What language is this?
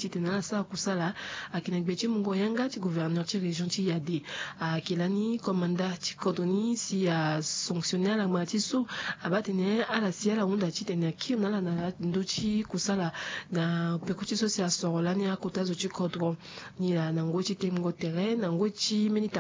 Sango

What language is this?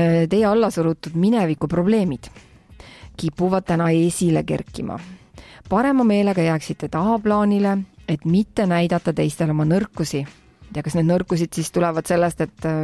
Estonian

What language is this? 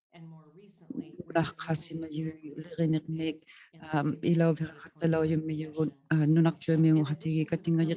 Inuktitut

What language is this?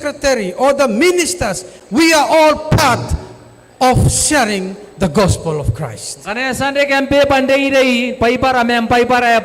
Gilbertese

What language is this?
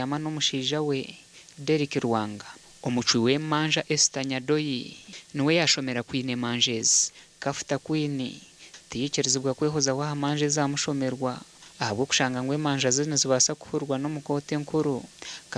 Nyankole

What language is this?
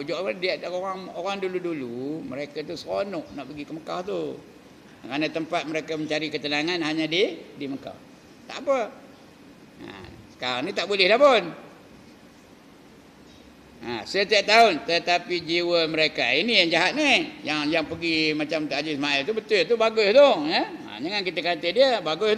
Malay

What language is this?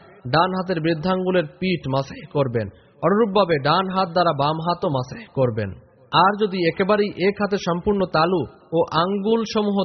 Bangla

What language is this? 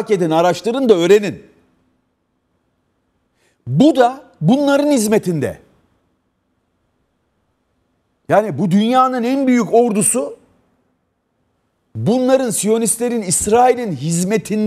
Turkish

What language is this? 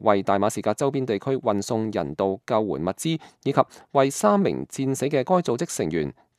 Cantonese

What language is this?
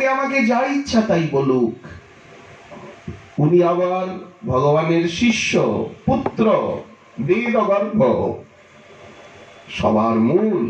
Bangla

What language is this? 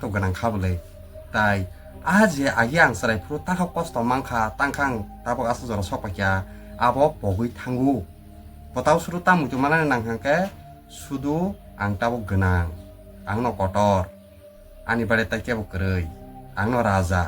Kok Borok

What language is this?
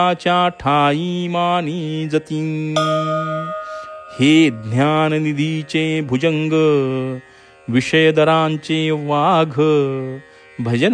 Marathi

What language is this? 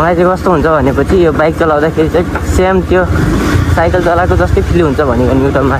Nepali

